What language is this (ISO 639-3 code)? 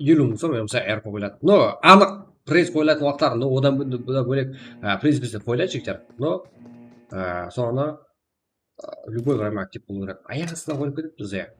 kaa